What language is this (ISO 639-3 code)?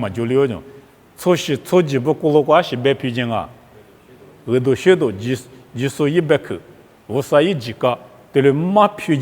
lis